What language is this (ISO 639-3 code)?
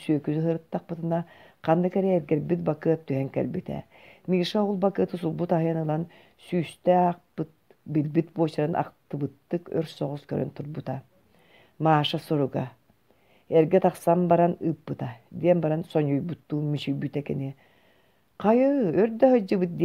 sah